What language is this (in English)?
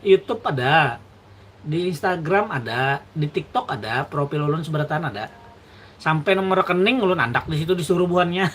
Banjar